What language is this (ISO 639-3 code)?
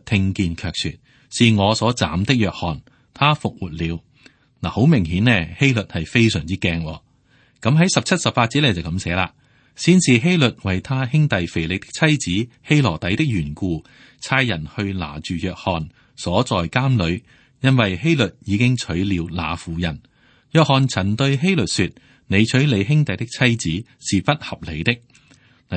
yue